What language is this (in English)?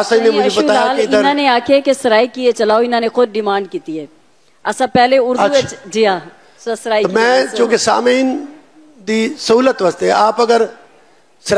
Saraiki